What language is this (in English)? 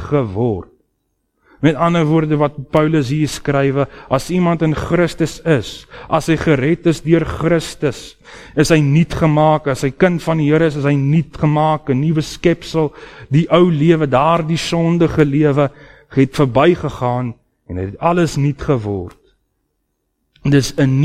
Afrikaans